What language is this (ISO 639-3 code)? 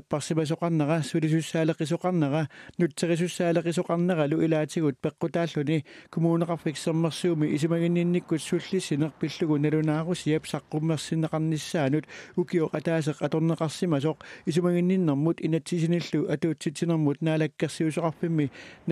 kal